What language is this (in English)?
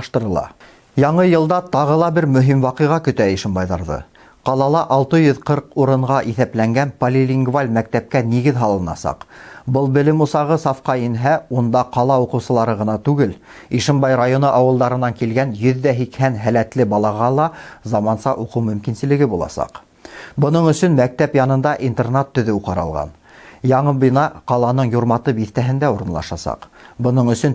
Bashkir